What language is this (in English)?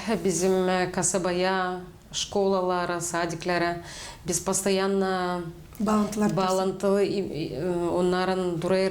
Gagauz